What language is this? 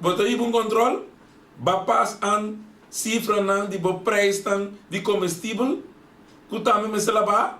Papiamento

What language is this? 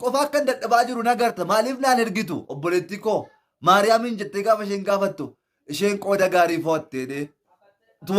Oromo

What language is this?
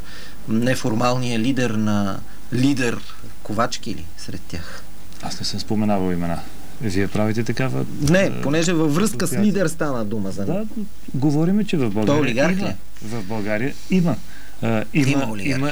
Bulgarian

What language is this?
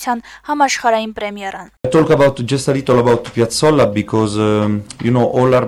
Armenian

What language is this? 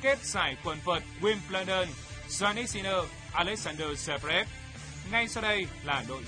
Vietnamese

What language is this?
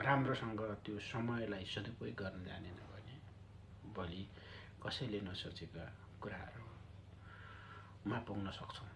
Nepali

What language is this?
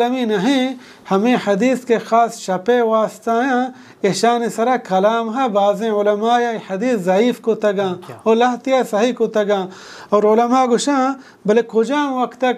Baluchi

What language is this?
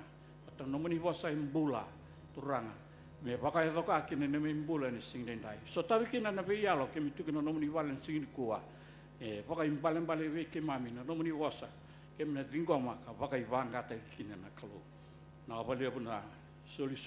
Fijian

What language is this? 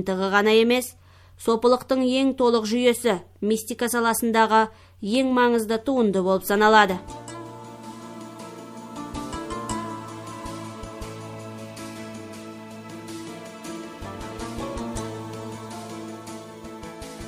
Kazakh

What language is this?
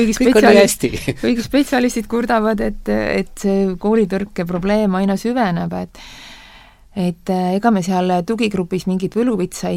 Estonian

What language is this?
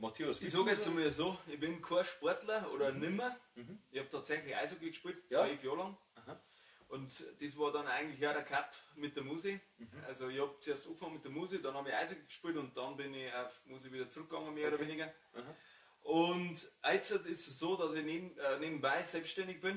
Bavarian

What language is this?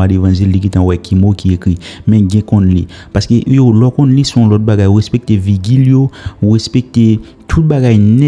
Haitian Creole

